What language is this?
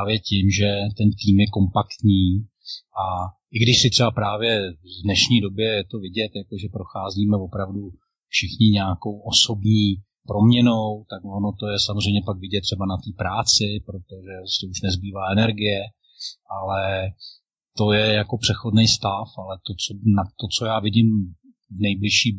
Czech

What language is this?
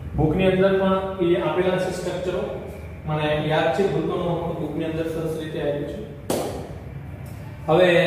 Gujarati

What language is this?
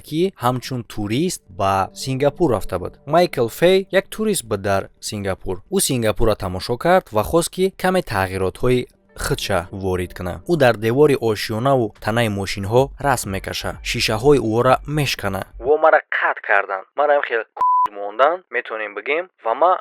Tajik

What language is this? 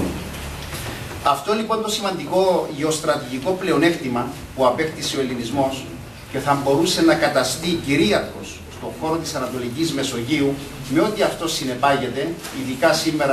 Greek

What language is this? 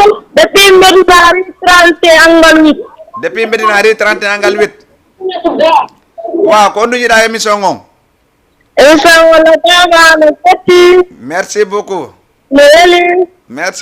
Fula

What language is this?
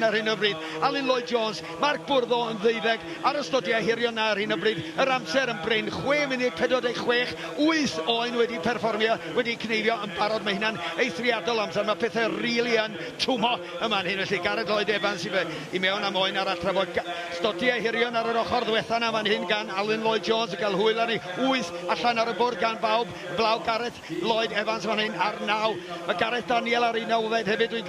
Welsh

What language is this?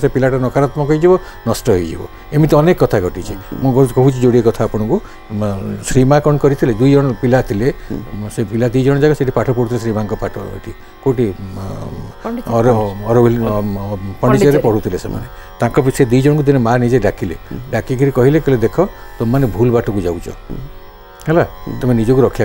Odia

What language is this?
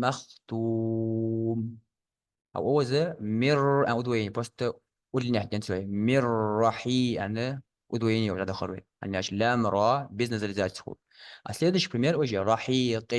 Ingush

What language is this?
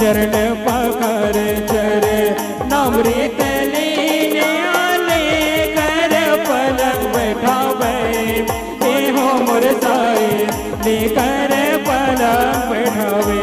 Chhattisgarhi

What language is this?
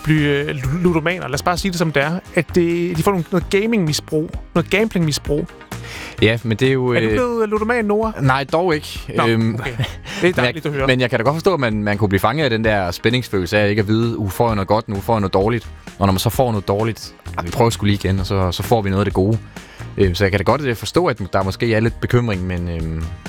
Danish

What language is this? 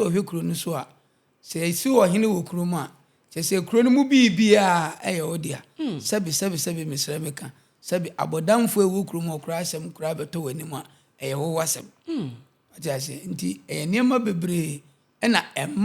Akan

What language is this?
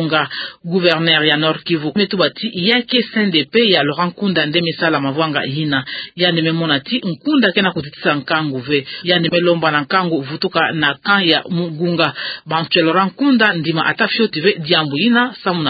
Kituba (Democratic Republic of Congo)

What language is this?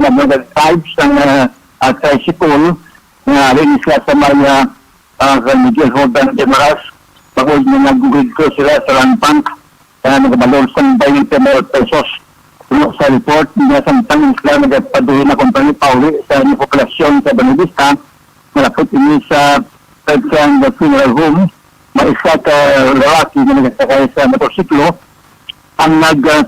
Hiligaynon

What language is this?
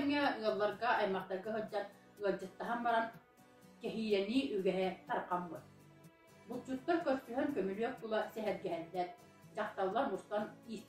Yakut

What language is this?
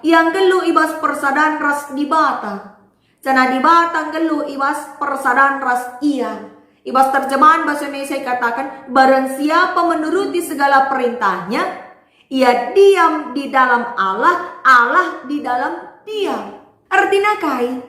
Batak Karo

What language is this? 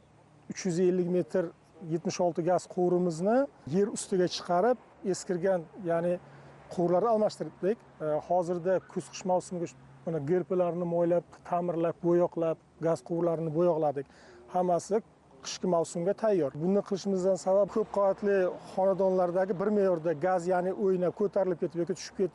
Uzbek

